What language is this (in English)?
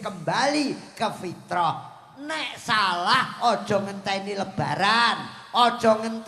Javanese